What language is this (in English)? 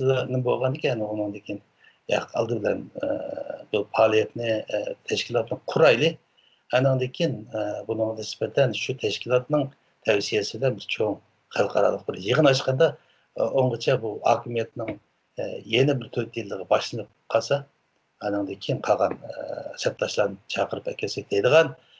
Uyghur